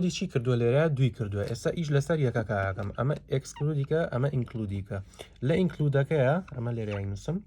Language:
Central Kurdish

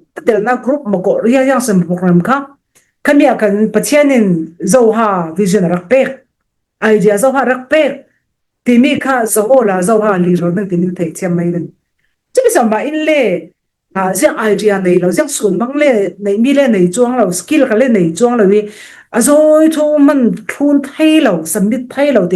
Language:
Falam Chin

